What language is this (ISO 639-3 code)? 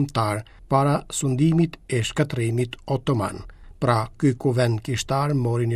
sqi